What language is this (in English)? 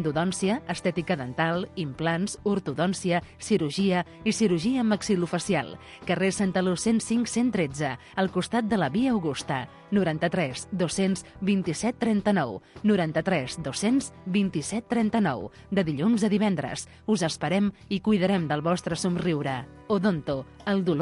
Catalan